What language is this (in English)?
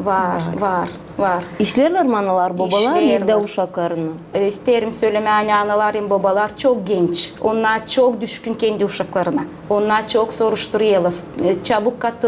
Gagauz